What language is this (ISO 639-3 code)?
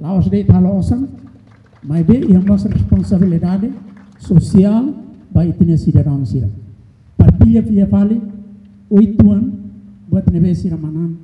tet